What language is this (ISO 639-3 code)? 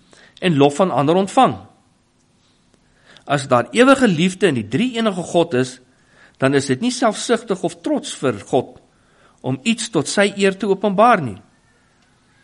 afr